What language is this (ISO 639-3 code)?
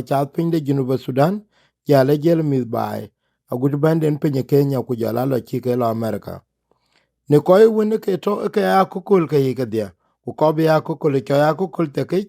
din